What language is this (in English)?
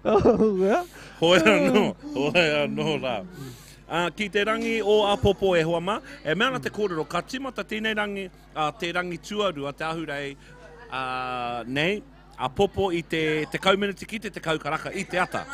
Māori